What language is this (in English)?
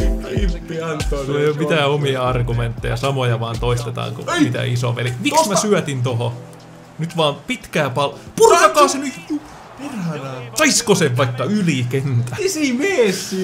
Finnish